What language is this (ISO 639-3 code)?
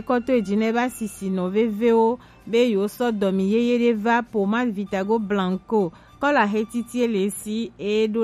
gej